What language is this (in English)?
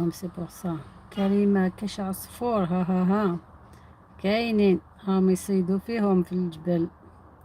Algerian Arabic